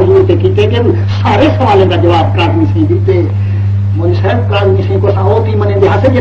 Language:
Saraiki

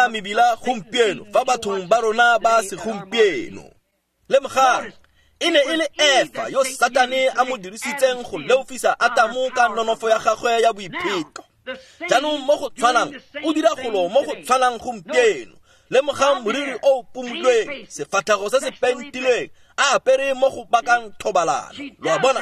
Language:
Tswana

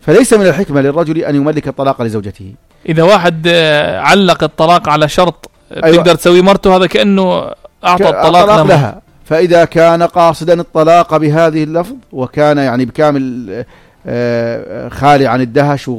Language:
North Levantine Arabic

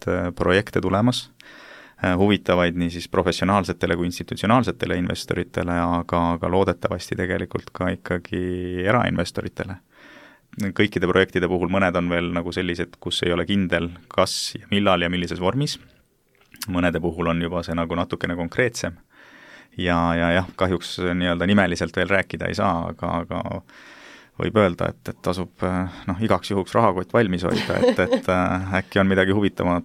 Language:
Estonian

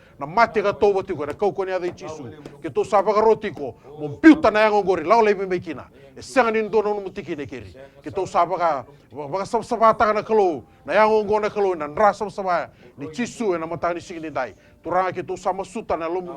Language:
Fijian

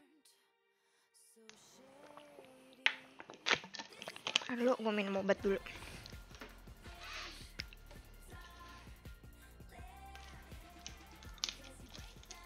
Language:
Indonesian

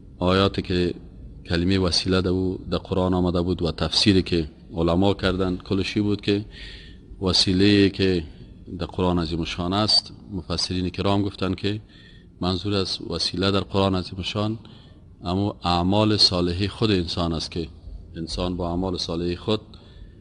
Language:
Persian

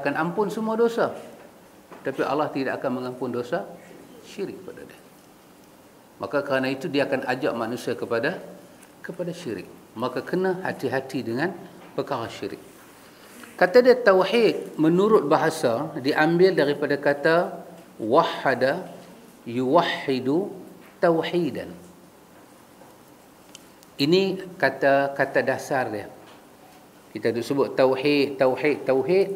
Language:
Malay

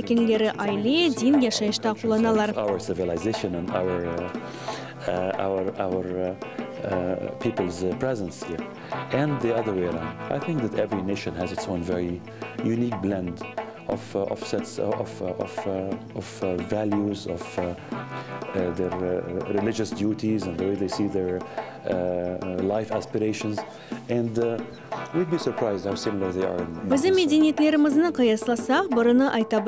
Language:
Crimean Tatar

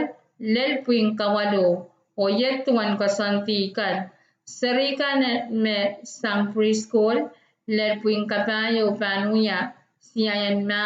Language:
Pohnpeian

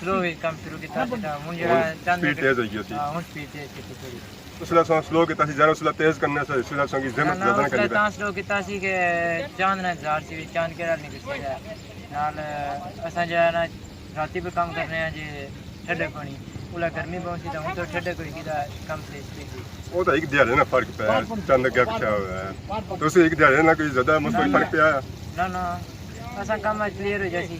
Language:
Pahari-Potwari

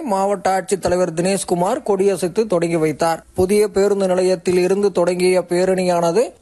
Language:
Tamil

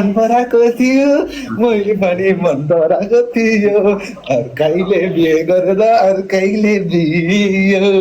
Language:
Nepali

